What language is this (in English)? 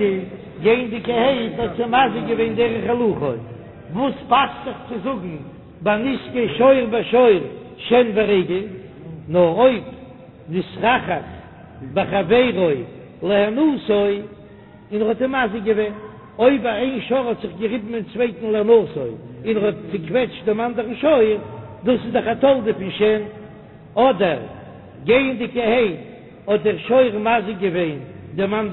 Yiddish